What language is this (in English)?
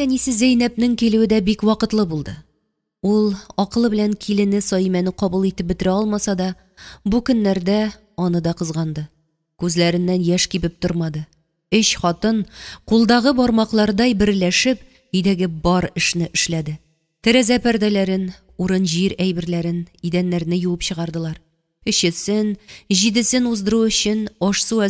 Tatar